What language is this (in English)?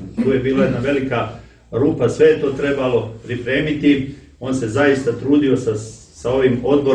Serbian